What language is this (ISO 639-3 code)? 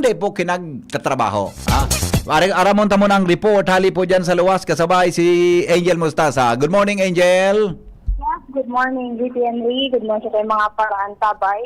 bik